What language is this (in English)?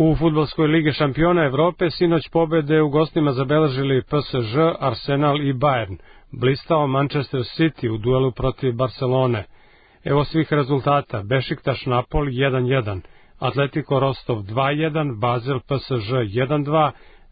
Serbian